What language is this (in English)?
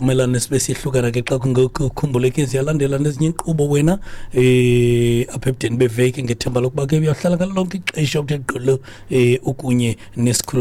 Xhosa